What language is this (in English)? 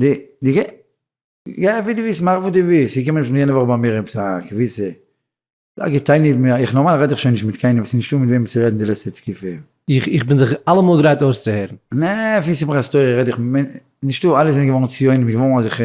Yiddish